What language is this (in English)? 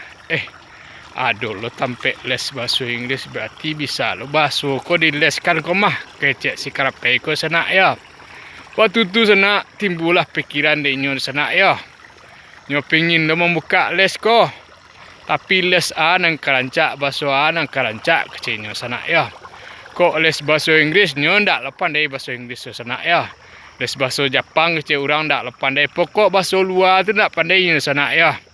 Minangkabau